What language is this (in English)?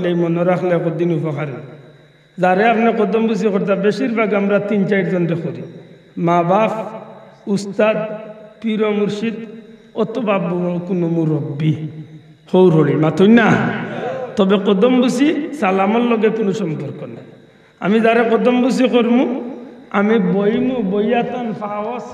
Sylheti